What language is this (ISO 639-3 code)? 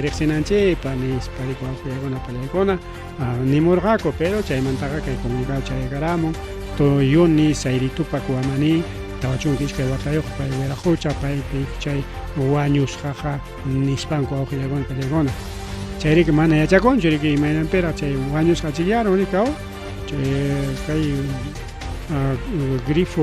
quy